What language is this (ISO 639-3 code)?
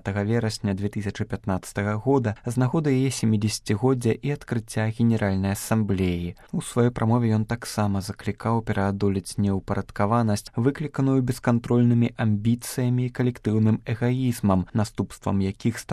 bel